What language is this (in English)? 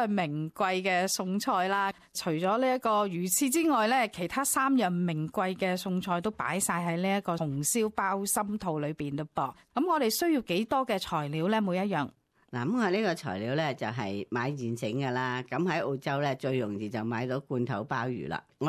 Cantonese